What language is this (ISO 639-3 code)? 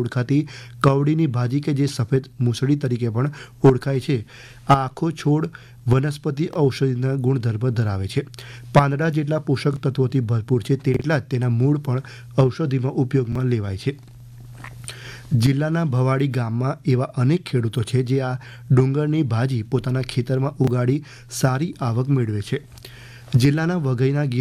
guj